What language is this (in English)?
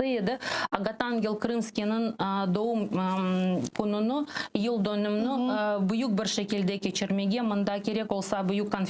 Crimean Tatar